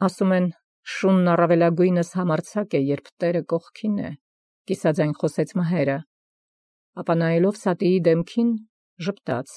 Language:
Armenian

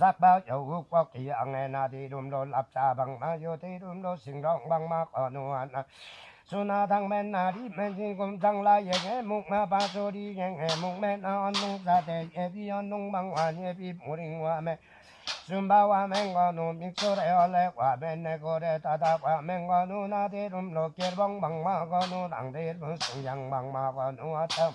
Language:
Limbu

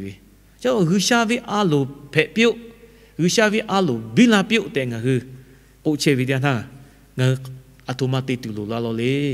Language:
Lahu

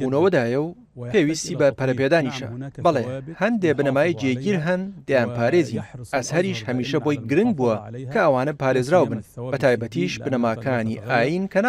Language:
Central Kurdish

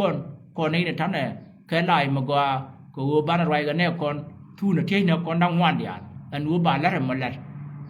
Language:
Nuer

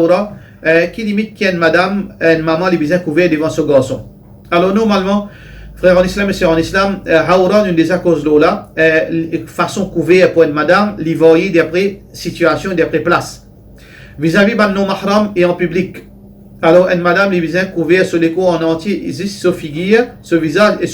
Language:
Morisyen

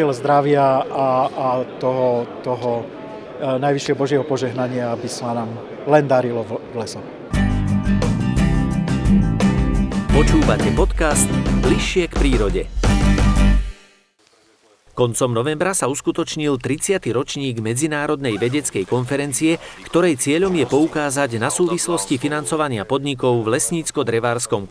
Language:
Slovak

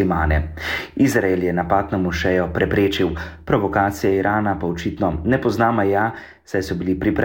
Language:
Slovenian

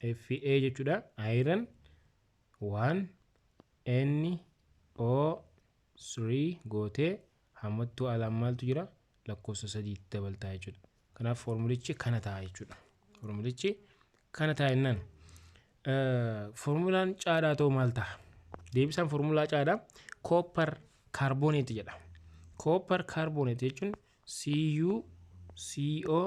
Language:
Oromo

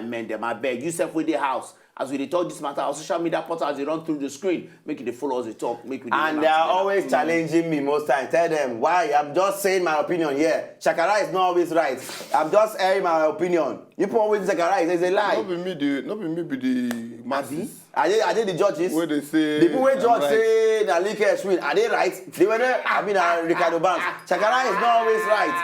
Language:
Nigerian Pidgin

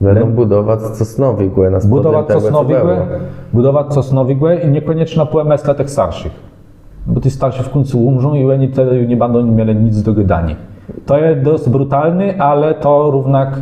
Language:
Kashubian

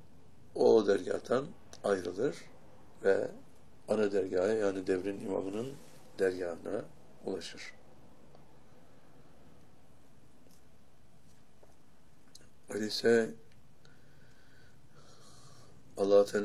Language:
Turkish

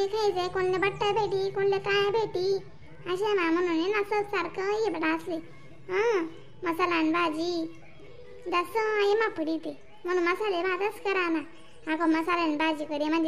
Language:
Khandesi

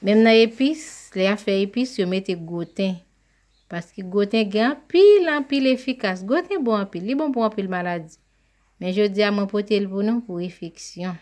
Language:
Haitian Creole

